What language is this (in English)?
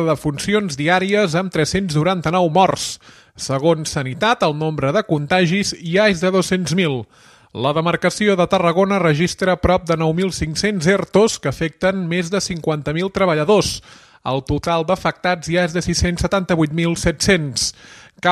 Catalan